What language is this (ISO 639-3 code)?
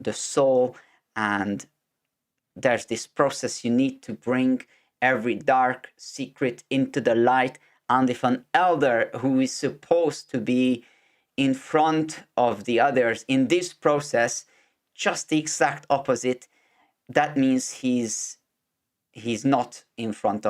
eng